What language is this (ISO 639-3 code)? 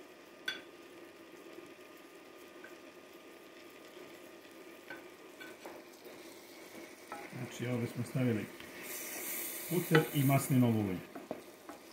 hrv